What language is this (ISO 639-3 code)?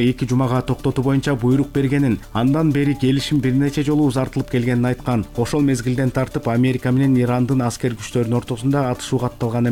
kir